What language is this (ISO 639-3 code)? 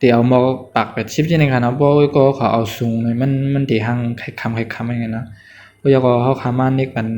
shn